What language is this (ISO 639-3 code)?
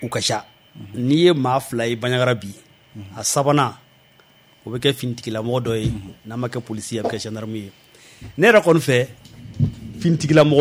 bam